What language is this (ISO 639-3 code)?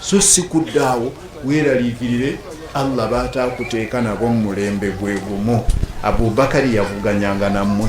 lug